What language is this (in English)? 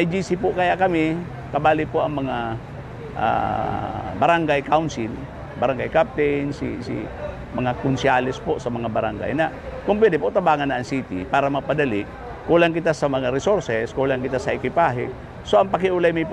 Bikol